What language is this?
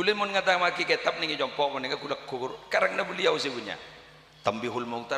Madurese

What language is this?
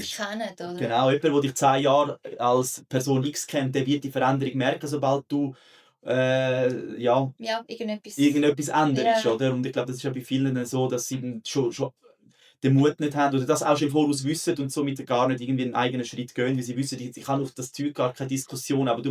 Swiss German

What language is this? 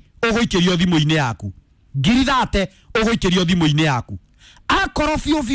Kikuyu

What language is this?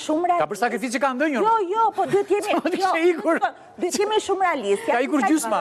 Albanian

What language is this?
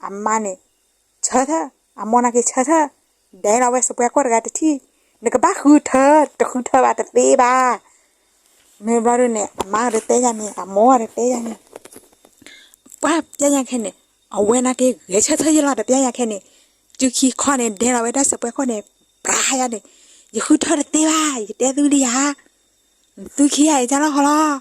S'gaw Karen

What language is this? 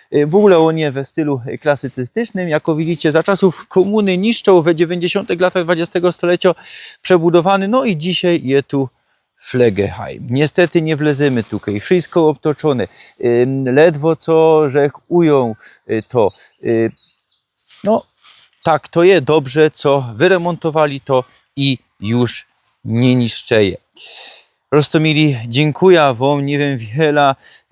Silesian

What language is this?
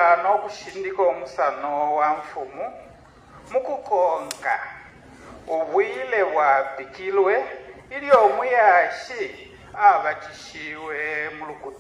Bemba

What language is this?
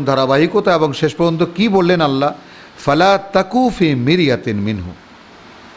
Bangla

